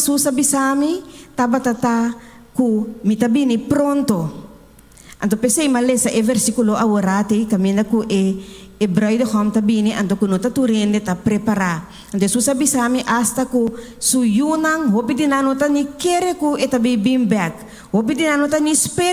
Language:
Papiamento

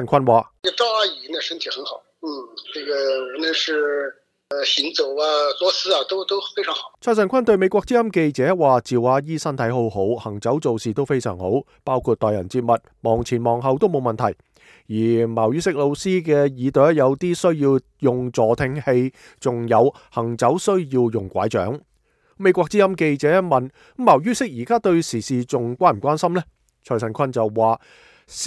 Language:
Cantonese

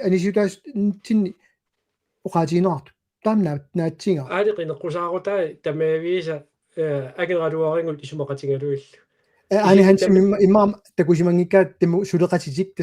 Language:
Kalaallisut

